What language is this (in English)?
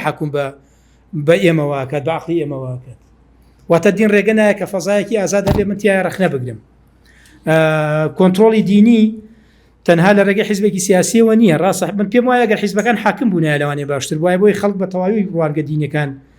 Central Kurdish